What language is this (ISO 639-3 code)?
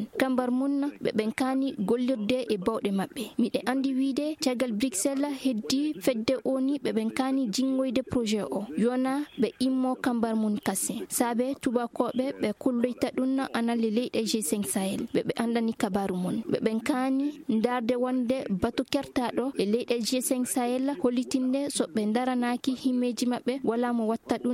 ffm